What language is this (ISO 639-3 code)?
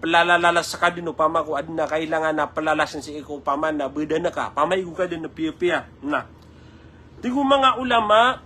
mrw